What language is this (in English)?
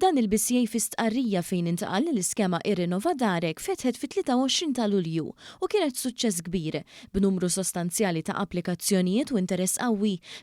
Maltese